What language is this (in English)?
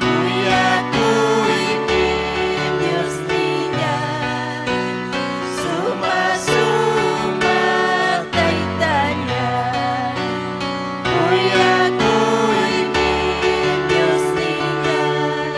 Ayacucho Quechua